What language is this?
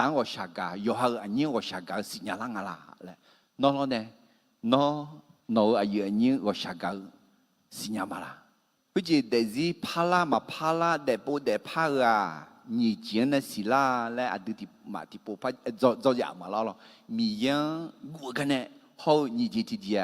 Akha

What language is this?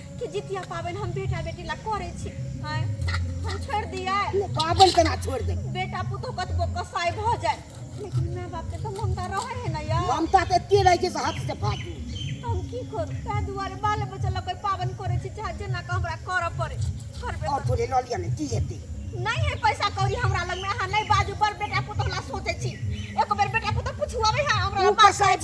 Maithili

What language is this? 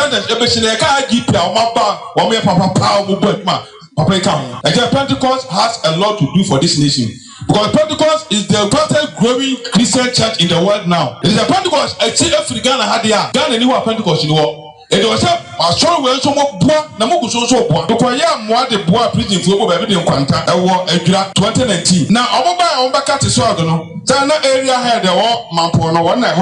Akan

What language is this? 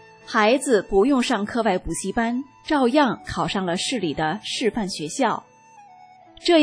Chinese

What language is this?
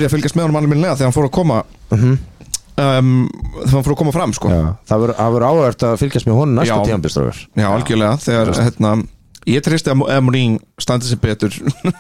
Icelandic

